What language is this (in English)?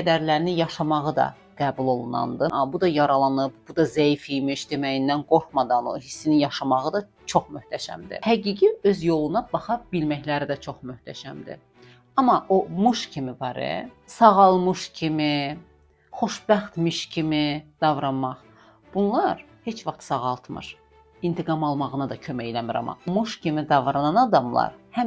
Azerbaijani